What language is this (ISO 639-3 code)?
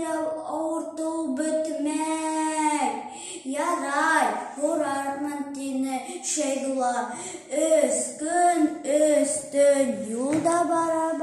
bak